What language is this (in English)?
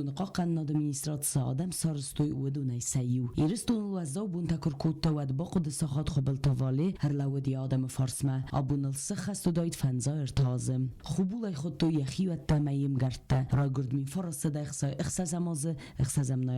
Ossetic